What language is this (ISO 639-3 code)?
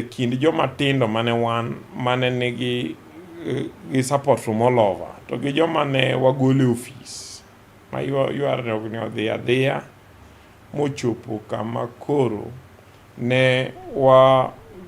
luo